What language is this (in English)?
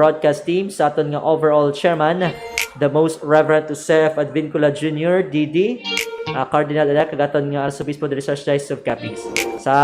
Hiligaynon